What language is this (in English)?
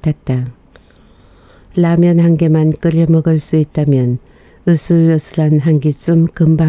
Korean